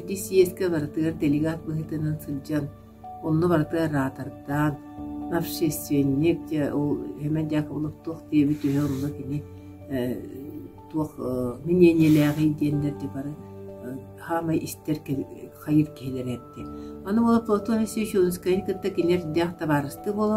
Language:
Yakut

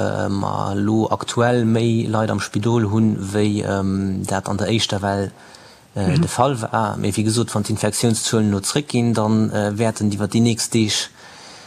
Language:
Luxembourgish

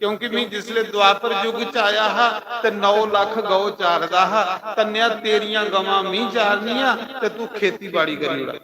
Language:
Dogri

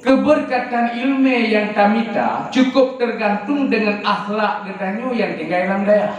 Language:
Achinese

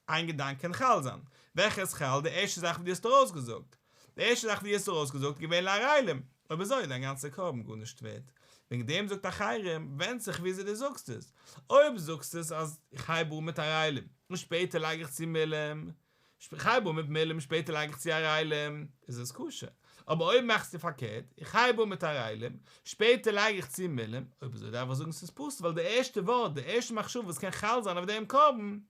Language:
Yiddish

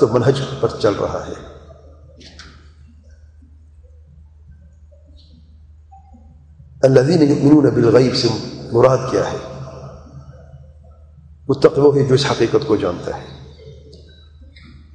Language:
Urdu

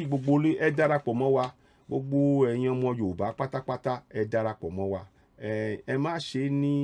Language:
Yoruba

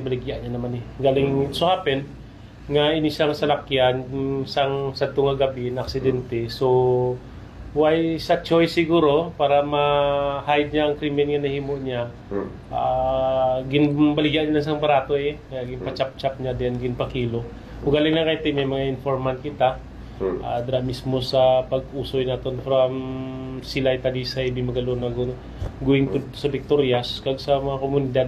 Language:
Hiligaynon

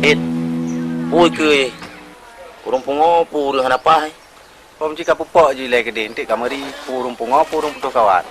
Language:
Achinese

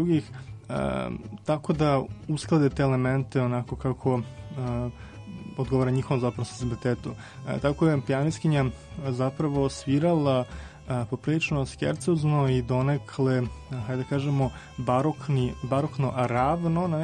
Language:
Serbian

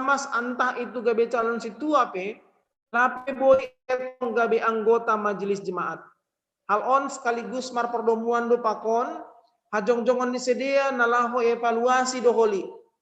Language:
Batak Simalungun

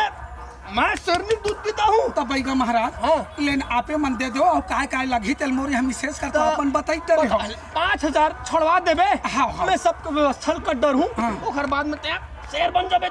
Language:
Chhattisgarhi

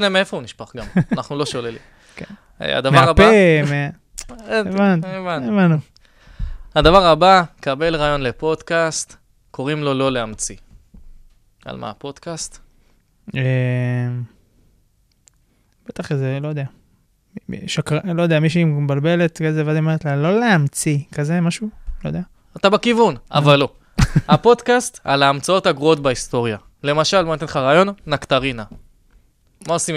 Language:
Hebrew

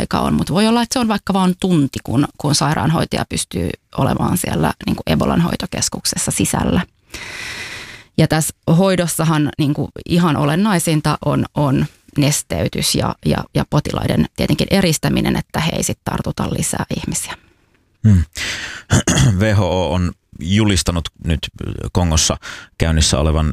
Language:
Finnish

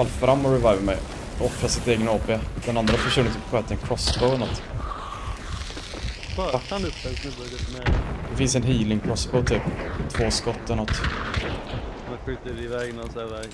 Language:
Swedish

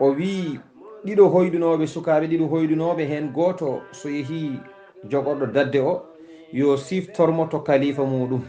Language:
Fula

